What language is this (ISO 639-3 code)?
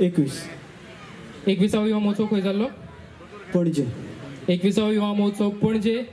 kok